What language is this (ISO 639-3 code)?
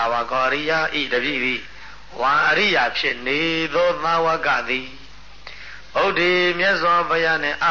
mya